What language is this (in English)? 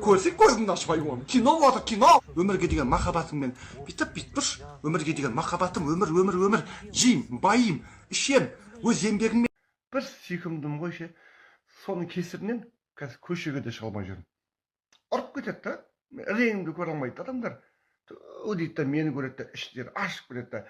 Kazakh